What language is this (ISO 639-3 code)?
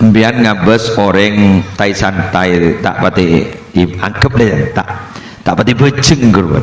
mad